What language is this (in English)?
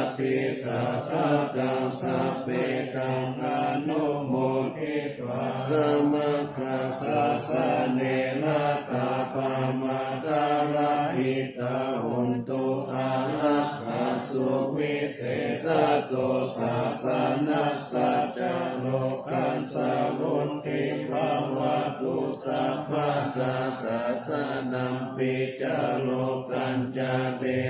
Pali